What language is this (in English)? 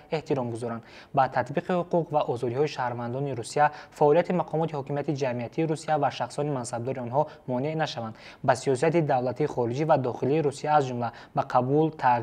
Tajik